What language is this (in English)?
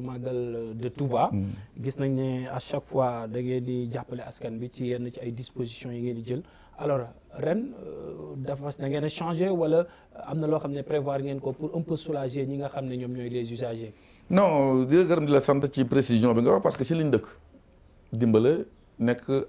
Wolof